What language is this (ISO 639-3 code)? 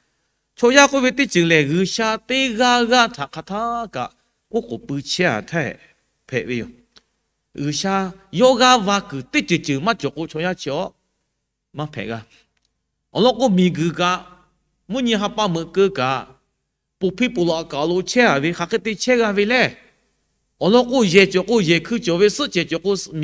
lhu